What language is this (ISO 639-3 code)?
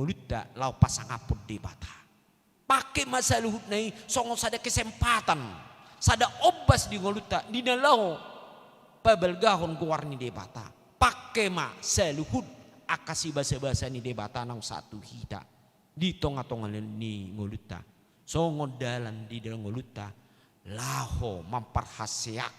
bbc